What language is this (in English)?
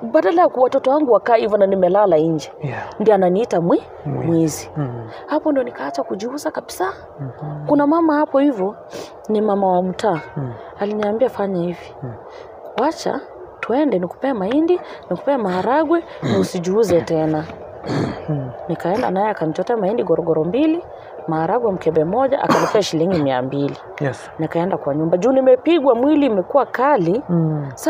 Swahili